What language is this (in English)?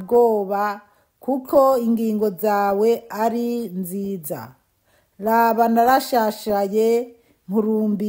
Rundi